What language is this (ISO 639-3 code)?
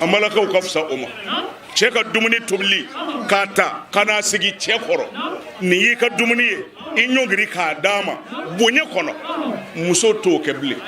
bam